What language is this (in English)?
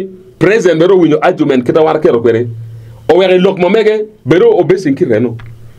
Acoli